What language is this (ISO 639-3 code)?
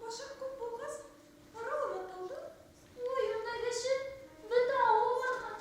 bak